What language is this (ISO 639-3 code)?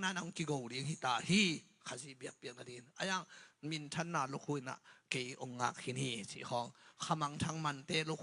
ctd